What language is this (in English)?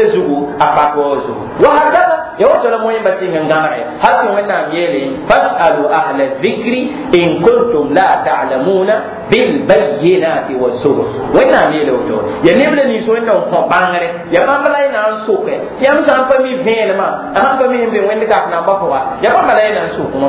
Mossi